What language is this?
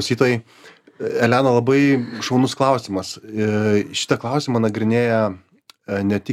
Lithuanian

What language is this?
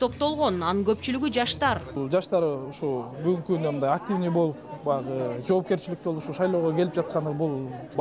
Kyrgyz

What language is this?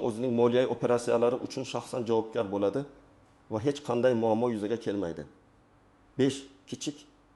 Uzbek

